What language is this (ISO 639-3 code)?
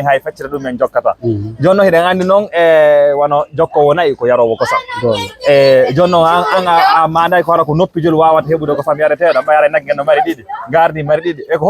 ful